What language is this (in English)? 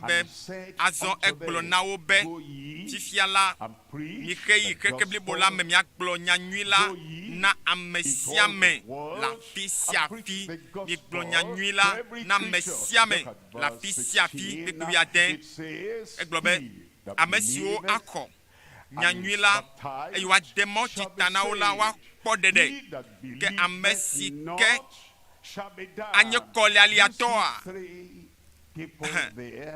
Ewe